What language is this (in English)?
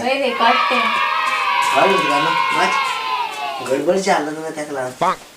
Konkani